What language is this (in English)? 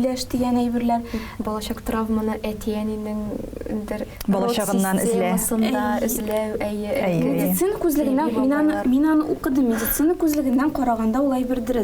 Tatar